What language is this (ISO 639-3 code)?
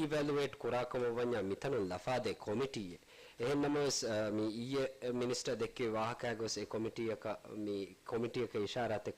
div